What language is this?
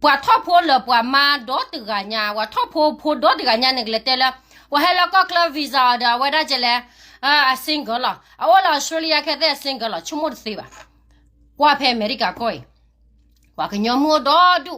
S'gaw Karen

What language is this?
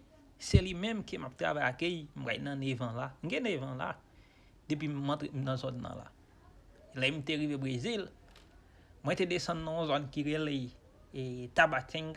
Haitian Creole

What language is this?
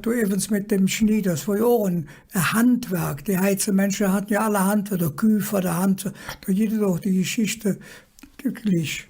Colognian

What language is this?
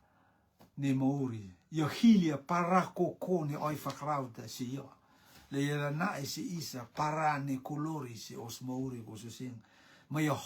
Rotuman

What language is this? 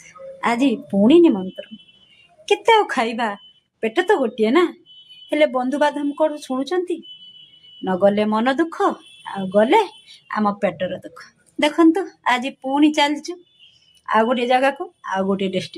Odia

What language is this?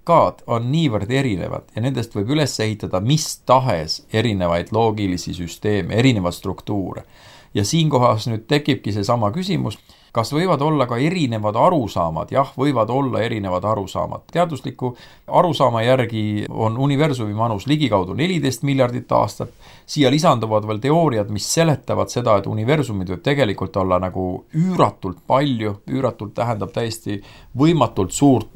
Estonian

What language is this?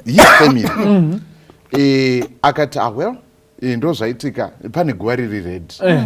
Shona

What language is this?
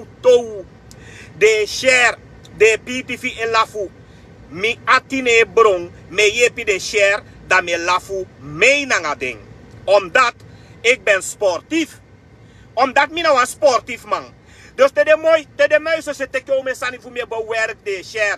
Sranan Tongo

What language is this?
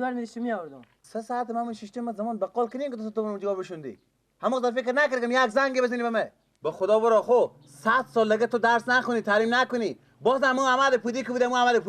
Persian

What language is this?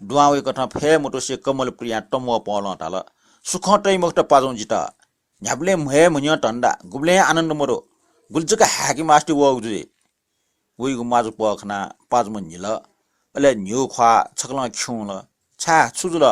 Newari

